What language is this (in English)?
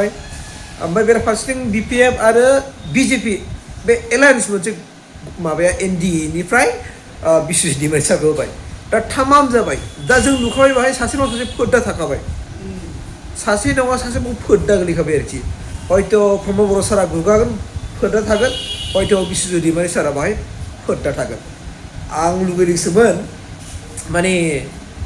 Bodo